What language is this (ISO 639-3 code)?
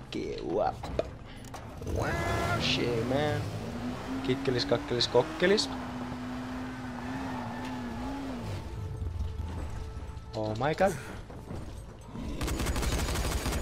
fin